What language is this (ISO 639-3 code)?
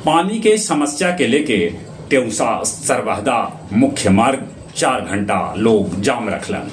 mag